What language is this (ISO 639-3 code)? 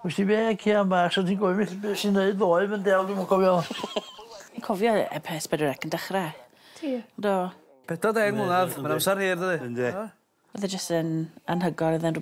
cym